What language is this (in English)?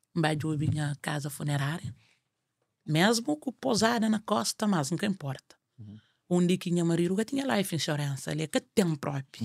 Kabuverdianu